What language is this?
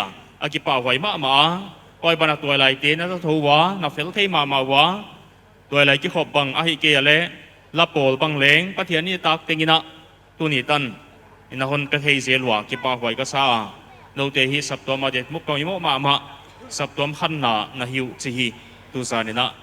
Paite Chin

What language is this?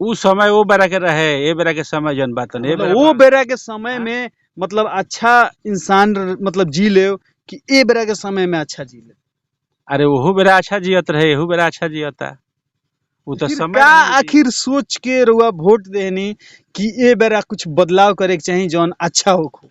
Bhojpuri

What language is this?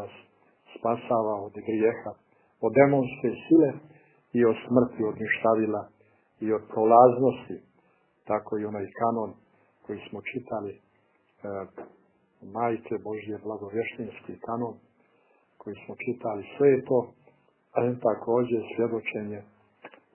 Serbian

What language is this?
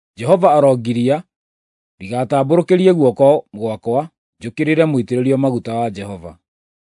Kikuyu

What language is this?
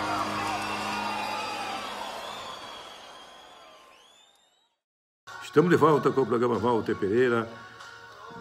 Portuguese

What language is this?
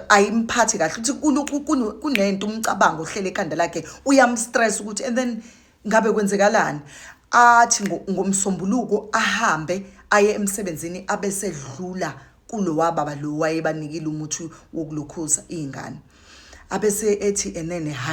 Zulu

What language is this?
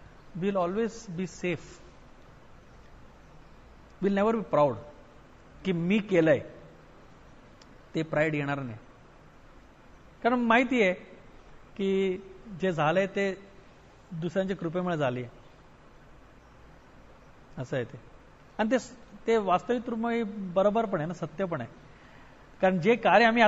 Marathi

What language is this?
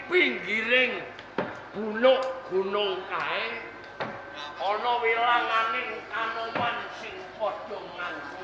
Javanese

